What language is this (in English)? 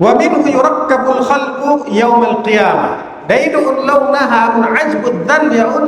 Tausug